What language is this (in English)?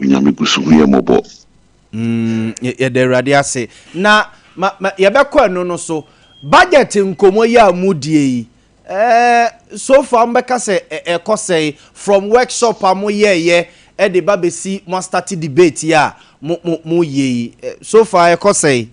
Akan